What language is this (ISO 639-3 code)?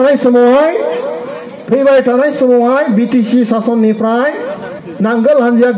brx